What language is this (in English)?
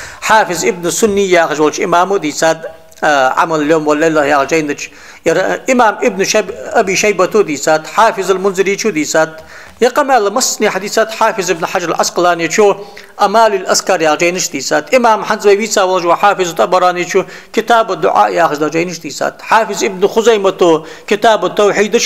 Ingush